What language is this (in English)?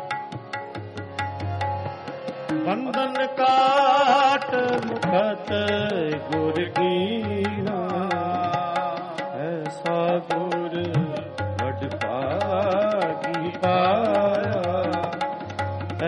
Punjabi